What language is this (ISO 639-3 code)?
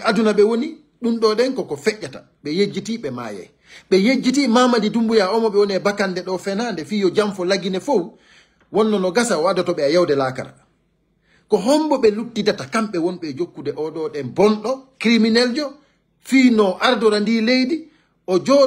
ful